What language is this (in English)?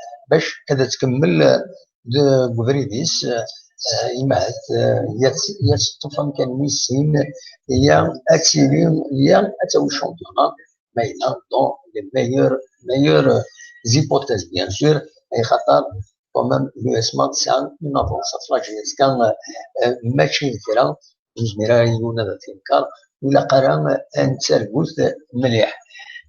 Kabyle